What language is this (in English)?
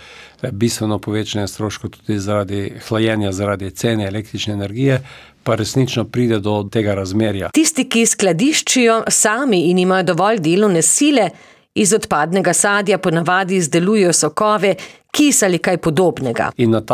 Slovenian